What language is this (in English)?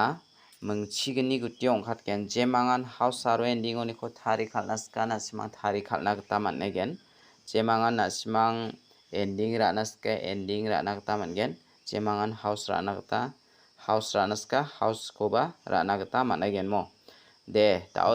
Garo